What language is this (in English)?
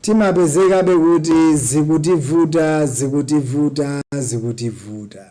Nyanja